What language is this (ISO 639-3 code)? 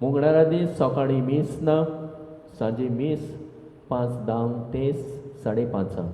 kok